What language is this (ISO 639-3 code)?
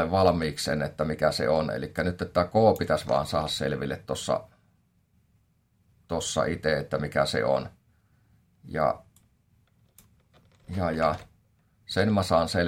fin